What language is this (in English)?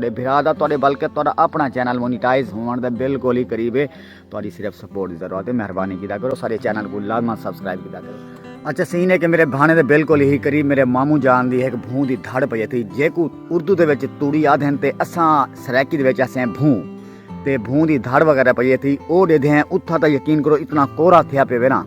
Saraiki